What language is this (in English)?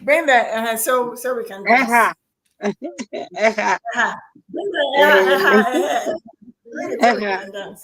Ewe